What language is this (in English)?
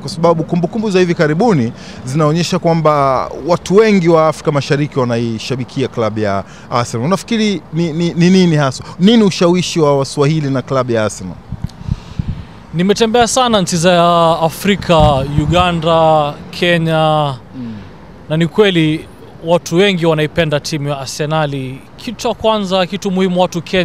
Swahili